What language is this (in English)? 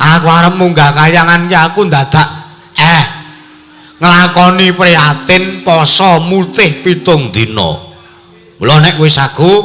Javanese